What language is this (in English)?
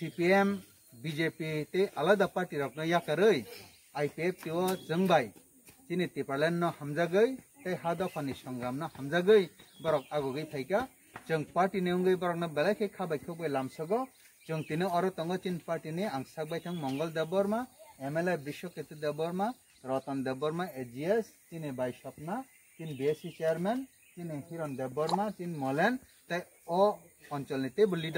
Kok Borok